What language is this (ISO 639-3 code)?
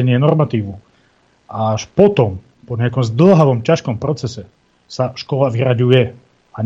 slk